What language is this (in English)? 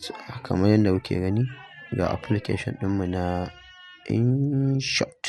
Hausa